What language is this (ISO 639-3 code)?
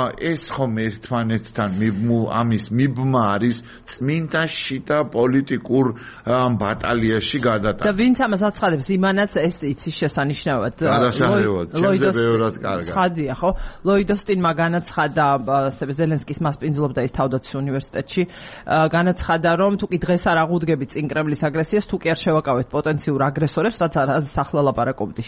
kat